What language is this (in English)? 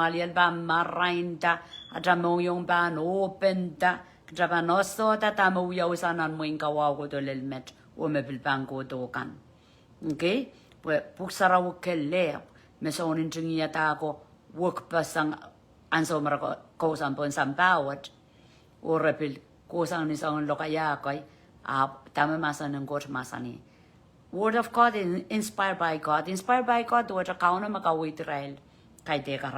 Pohnpeian